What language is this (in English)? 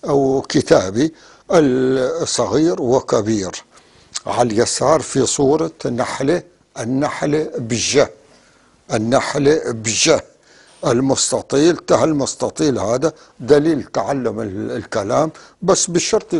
North Levantine Arabic